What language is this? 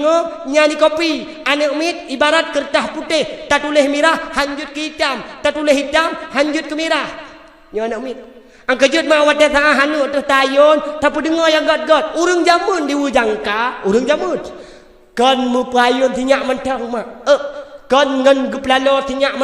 Achinese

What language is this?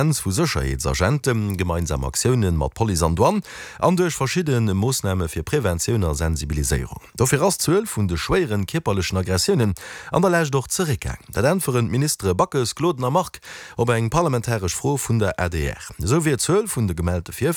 Luxembourgish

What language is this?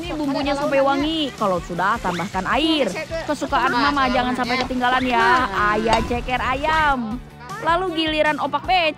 Indonesian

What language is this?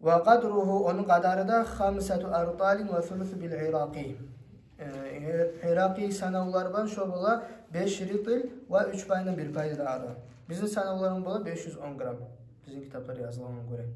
Kumyk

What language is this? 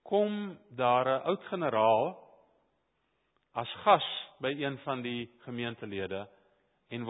Afrikaans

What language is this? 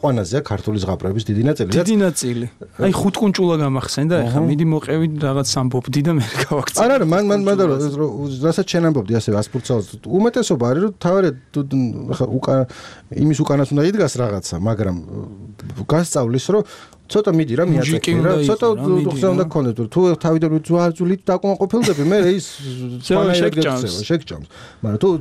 Georgian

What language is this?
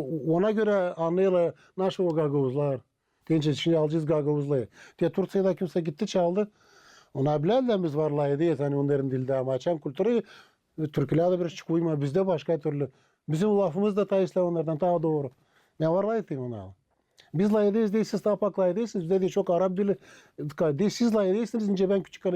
Gagauz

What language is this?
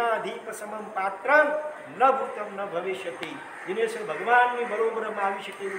Gujarati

